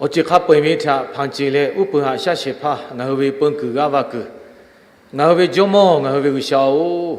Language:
Lahu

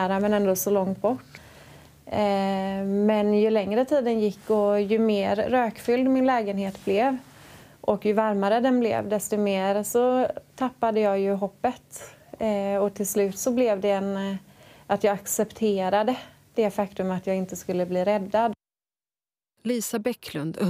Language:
Swedish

